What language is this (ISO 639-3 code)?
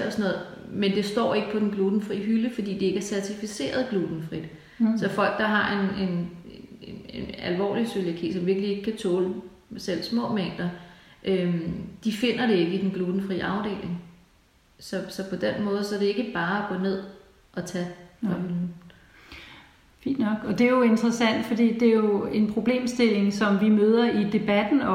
dan